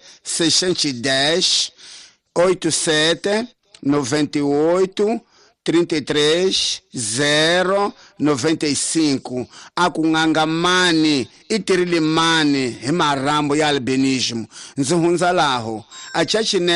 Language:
Tsonga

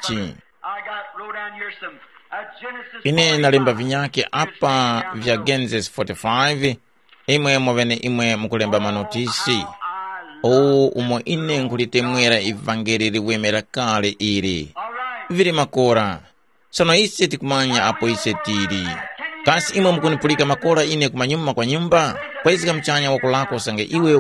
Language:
Tumbuka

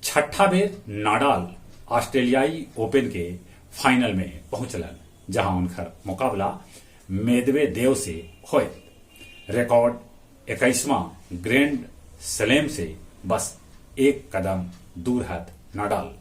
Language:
Magahi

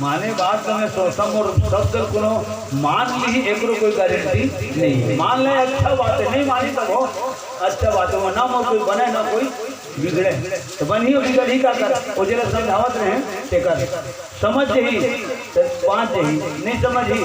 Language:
Chhattisgarhi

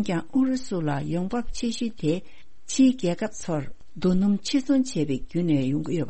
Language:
Tibetan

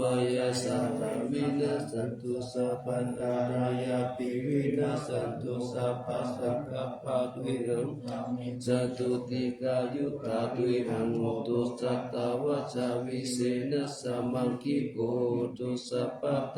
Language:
Pali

